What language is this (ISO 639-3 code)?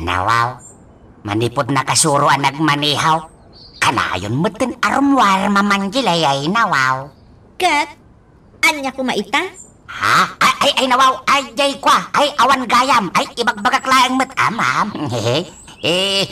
ilo